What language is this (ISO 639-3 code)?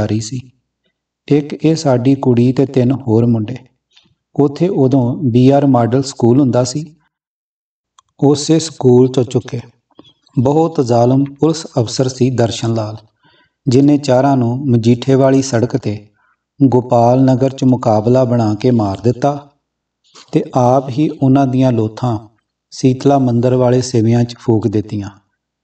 pan